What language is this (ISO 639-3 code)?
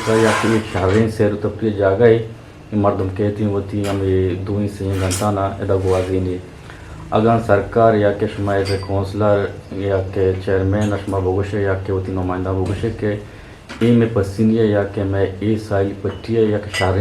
bgp